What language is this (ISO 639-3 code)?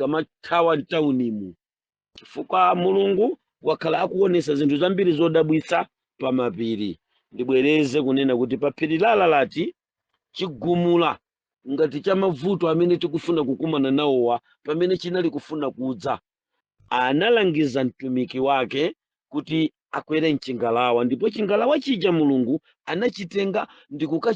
nya